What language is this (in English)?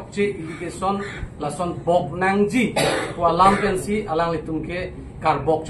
Karbi